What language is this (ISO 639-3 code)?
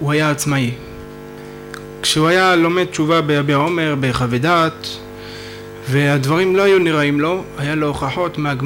heb